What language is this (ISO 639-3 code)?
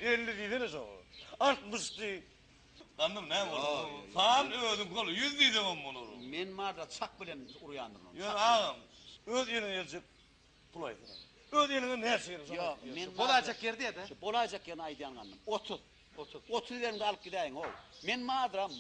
tuk